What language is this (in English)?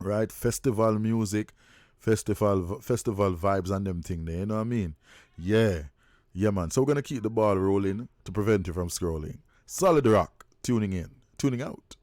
Jamaican Creole English